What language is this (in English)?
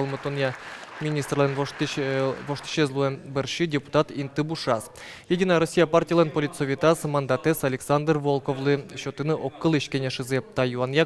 Udmurt